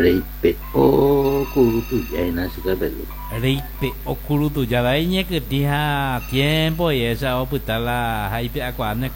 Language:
Guarani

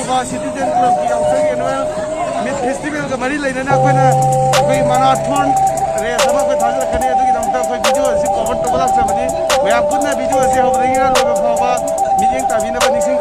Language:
Manipuri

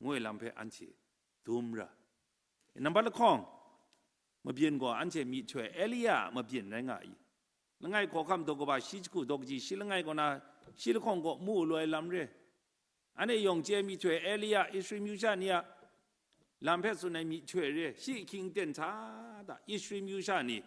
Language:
Kachin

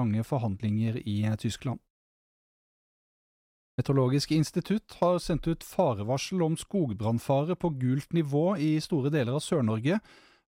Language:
Norwegian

